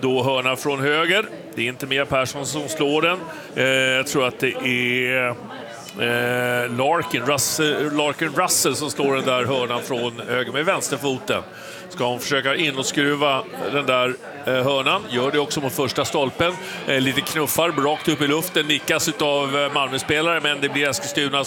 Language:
Swedish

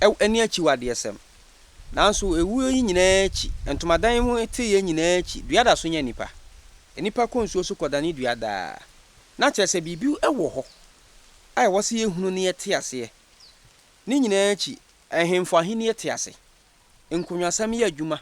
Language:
Akan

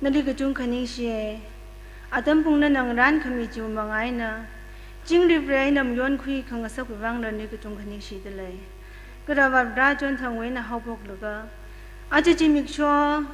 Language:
Tangkhul Naga (India)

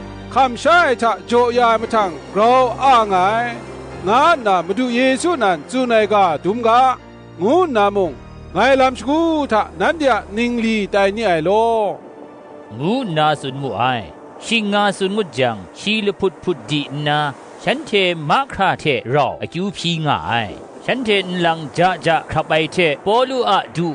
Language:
Kachin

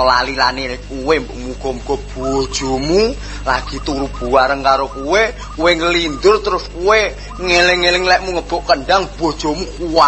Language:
Javanese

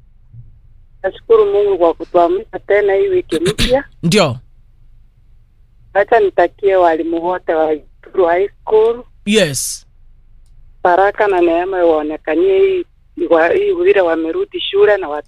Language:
Swahili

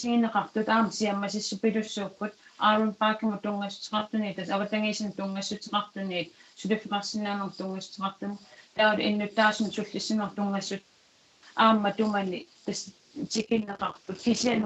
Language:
Kalaallisut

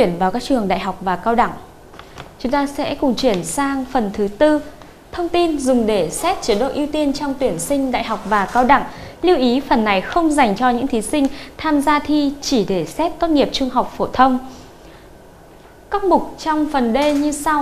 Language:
Vietnamese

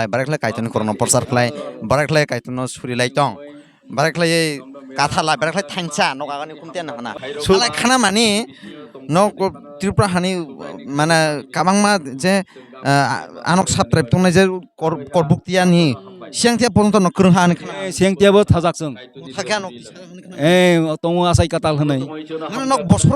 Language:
Kok Borok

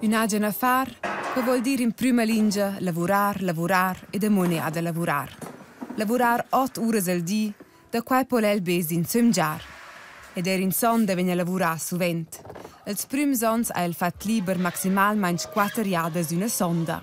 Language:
Romansh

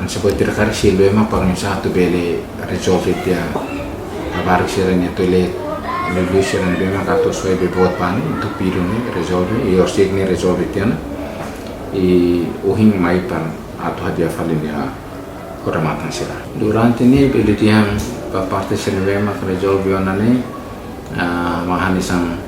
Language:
Tetum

